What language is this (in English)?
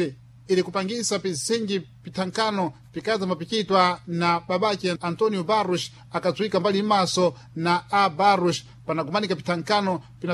Sena